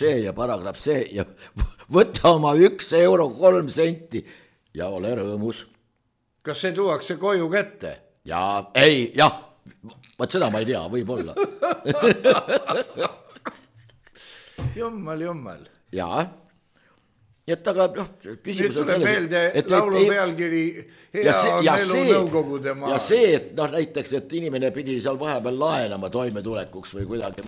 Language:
Estonian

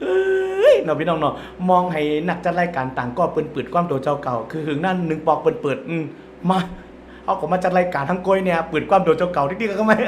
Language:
Shan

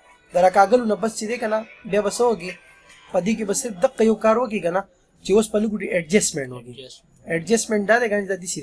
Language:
Pashto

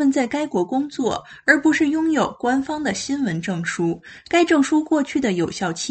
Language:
Chinese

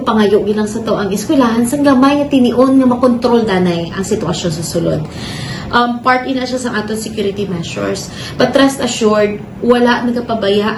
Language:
Hiligaynon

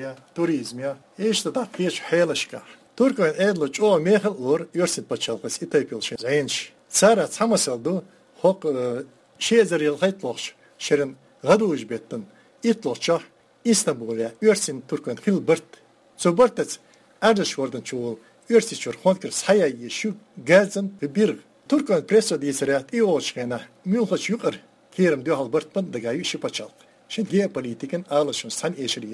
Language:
Chechen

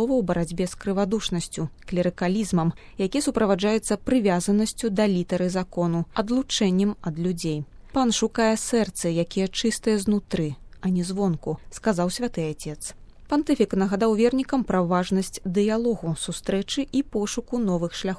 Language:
Belarusian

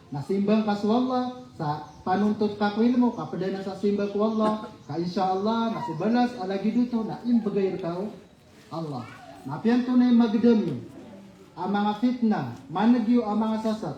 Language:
Maranao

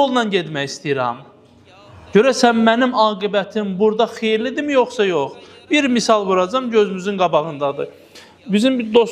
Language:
Azerbaijani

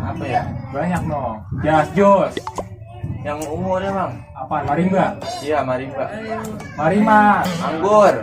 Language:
Betawi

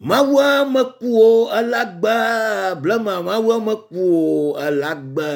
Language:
Ewe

